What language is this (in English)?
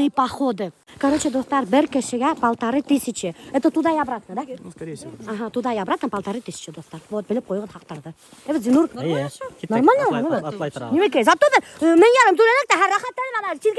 Bashkir